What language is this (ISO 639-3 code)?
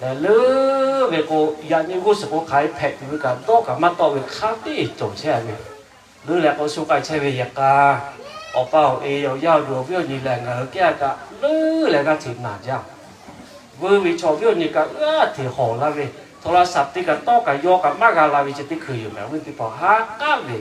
lhu